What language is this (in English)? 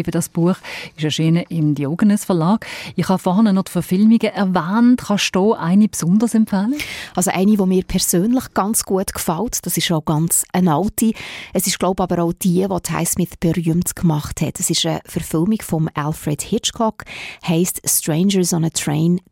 German